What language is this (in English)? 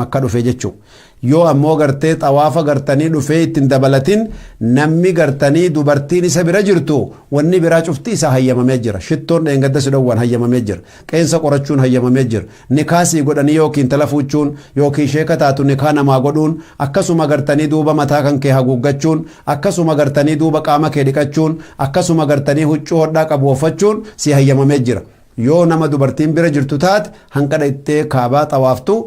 Oromo